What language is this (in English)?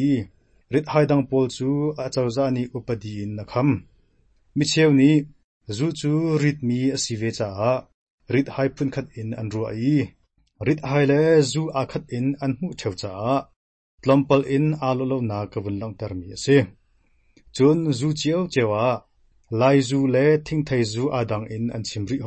Hakha Chin